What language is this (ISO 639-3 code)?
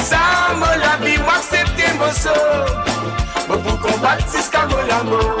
mfe